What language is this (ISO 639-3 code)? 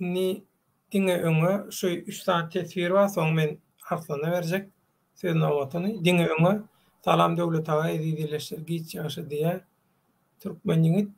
tuk